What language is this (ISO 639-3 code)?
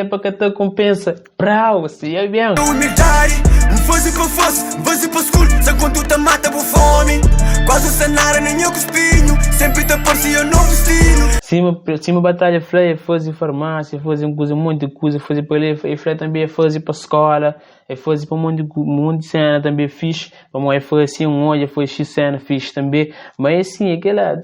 kea